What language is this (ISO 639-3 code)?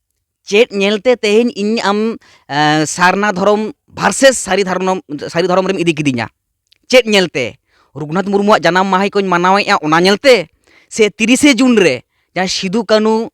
sat